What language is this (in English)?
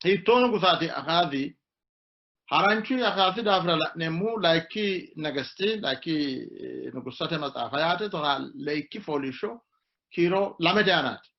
Sidamo